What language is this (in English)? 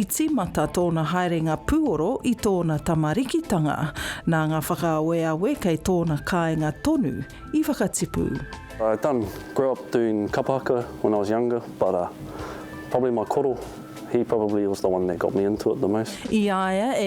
Māori